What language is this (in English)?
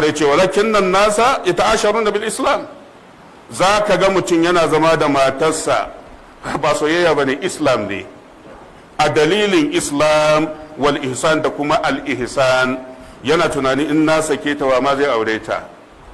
Hausa